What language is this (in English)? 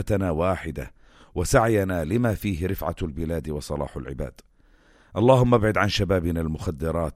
North Levantine Arabic